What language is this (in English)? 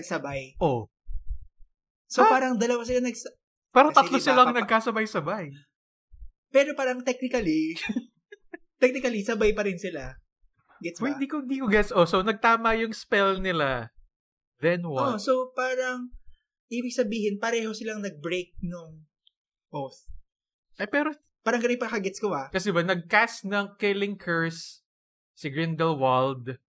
Filipino